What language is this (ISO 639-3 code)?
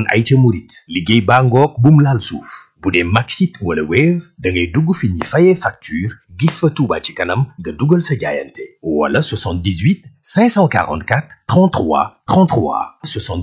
wol